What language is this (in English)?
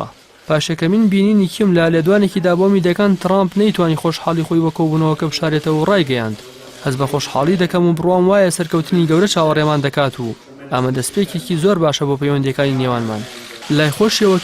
Central Kurdish